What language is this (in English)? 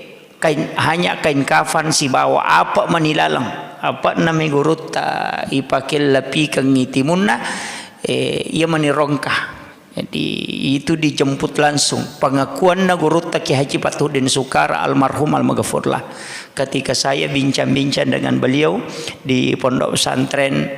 Buginese